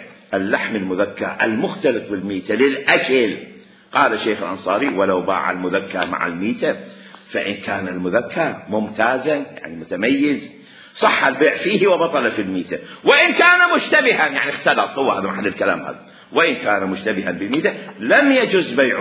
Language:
Mesopotamian Arabic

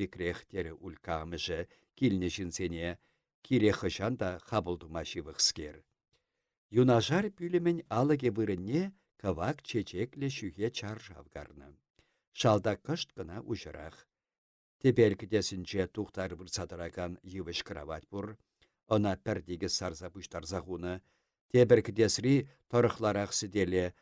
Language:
Chuvash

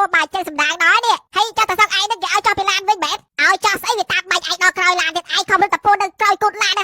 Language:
Khmer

